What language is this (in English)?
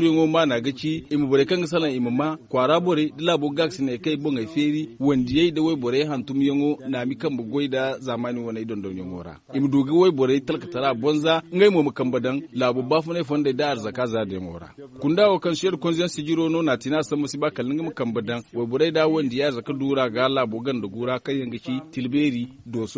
Zarma